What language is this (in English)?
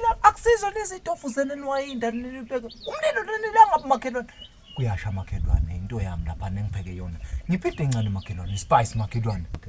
Zulu